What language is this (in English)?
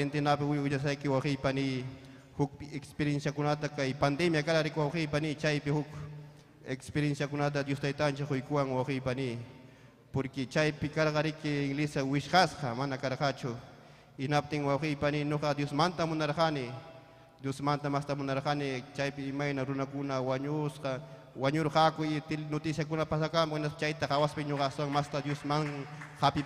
Ayacucho Quechua